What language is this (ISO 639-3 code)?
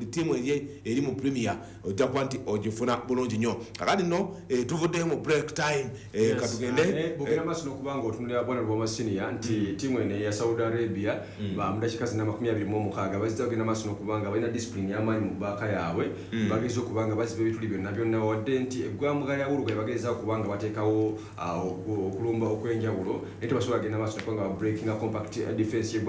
lug